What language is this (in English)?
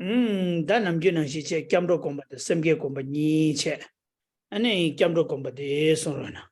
Tibetan